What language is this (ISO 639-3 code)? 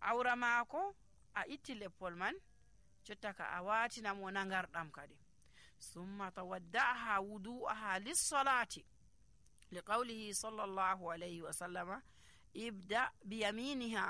fuv